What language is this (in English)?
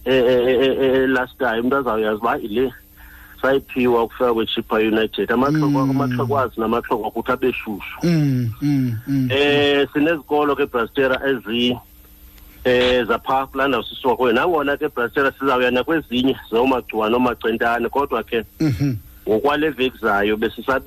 Xhosa